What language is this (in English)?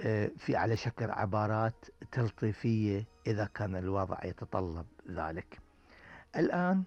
Gulf Arabic